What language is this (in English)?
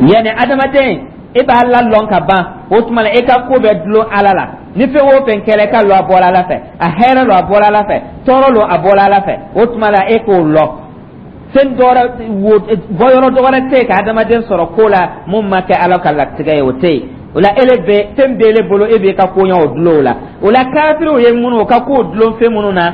Dyula